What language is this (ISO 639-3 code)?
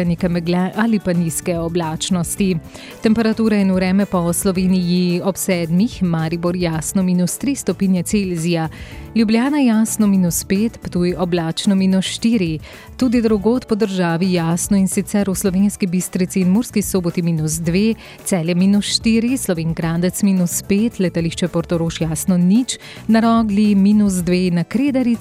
slv